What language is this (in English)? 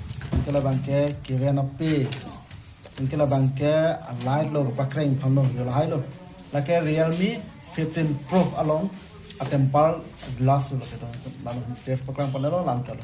Karbi